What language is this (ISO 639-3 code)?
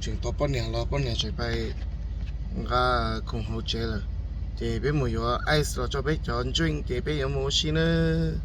hmn